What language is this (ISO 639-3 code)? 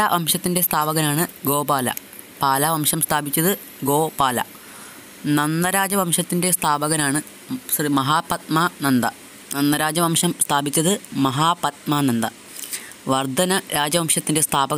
mal